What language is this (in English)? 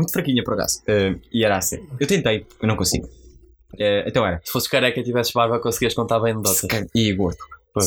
Portuguese